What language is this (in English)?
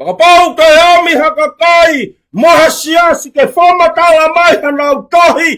Tongan